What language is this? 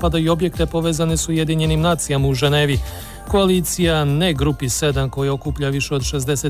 Serbian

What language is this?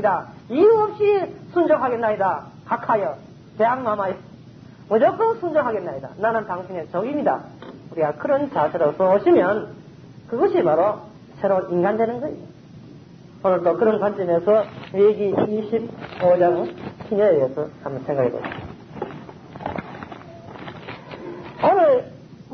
Korean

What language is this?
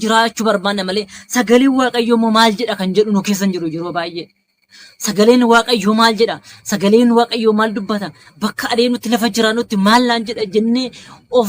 Oromo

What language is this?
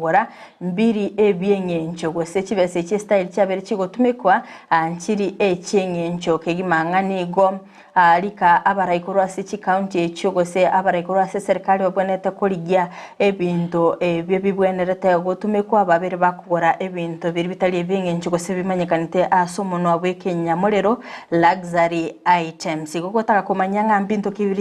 Gusii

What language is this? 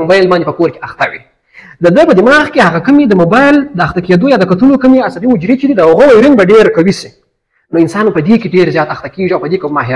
Pashto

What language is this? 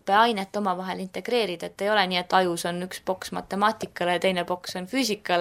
Estonian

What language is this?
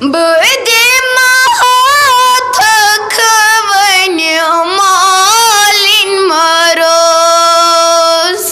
Kashmiri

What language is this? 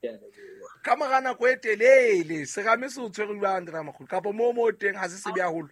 Southern Sotho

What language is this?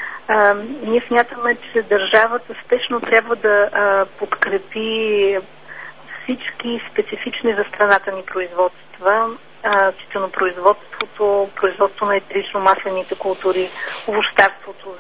Bulgarian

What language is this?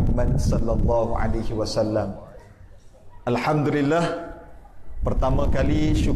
Malay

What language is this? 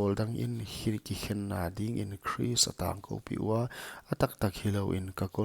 Paite Chin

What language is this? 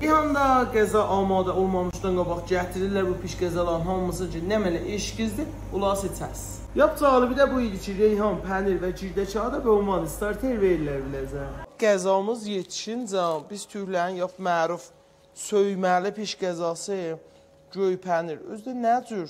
South Azerbaijani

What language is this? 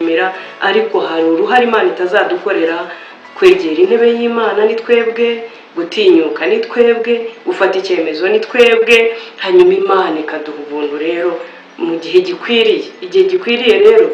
Kinyarwanda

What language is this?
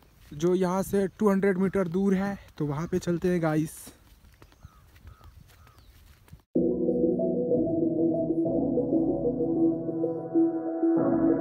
Hindi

